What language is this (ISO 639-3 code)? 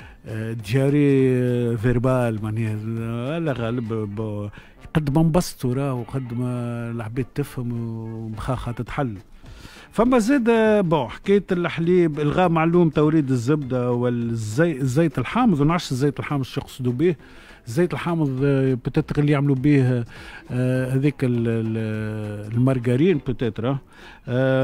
aeb